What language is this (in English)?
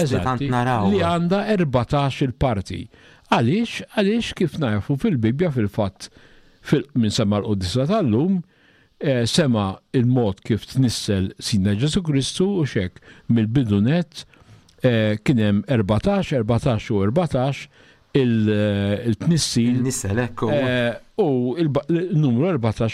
Maltese